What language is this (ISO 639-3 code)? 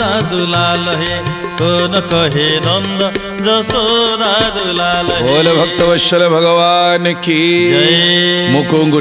ori